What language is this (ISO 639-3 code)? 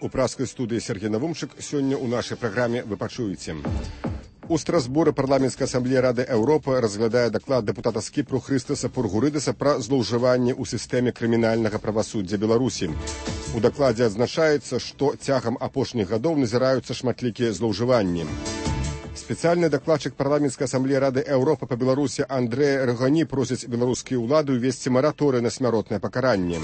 bel